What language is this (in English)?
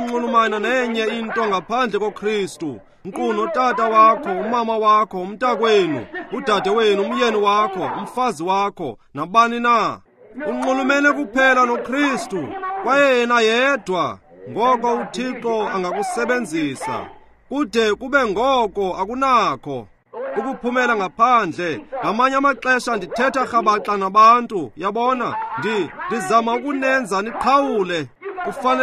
Xhosa